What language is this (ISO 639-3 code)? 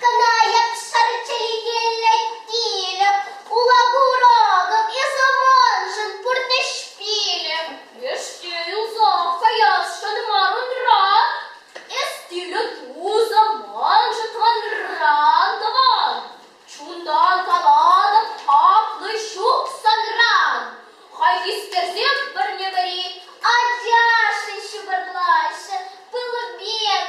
chv